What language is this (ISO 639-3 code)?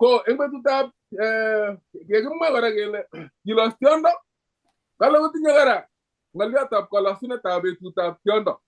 kln